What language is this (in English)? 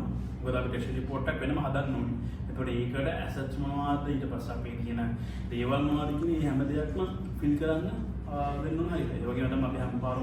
Sinhala